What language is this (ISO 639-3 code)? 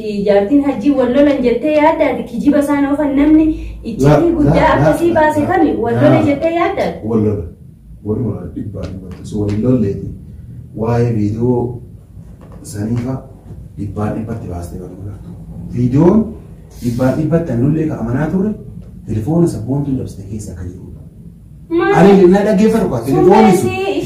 orm